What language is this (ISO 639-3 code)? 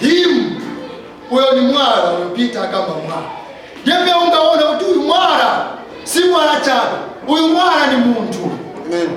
nya